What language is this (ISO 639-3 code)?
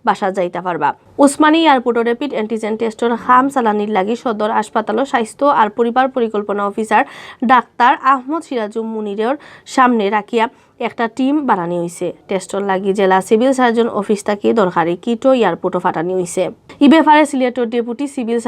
syl